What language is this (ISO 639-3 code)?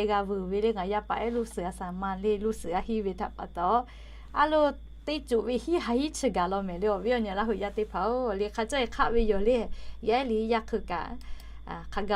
lhu